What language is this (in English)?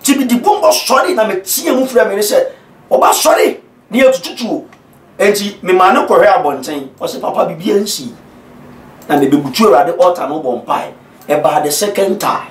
Akan